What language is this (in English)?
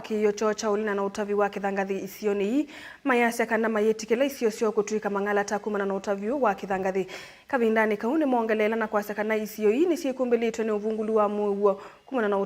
Kamba